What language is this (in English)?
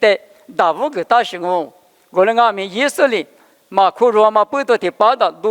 Lisu